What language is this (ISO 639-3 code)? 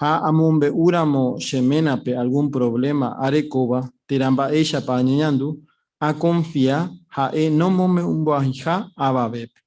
grn